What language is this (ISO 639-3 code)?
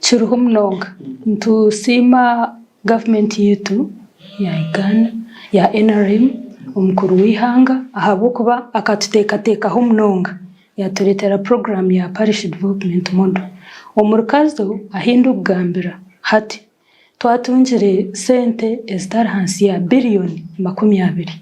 nyn